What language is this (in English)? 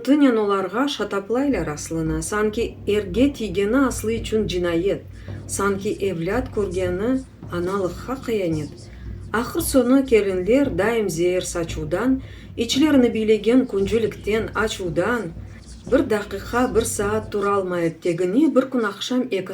Crimean Tatar